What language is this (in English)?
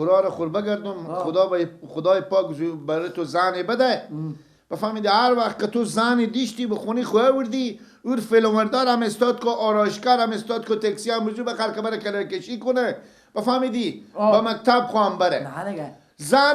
Persian